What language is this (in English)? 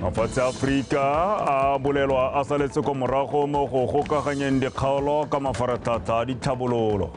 Tswana